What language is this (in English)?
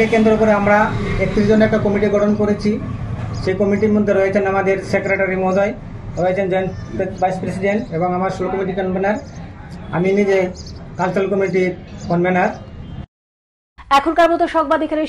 Bangla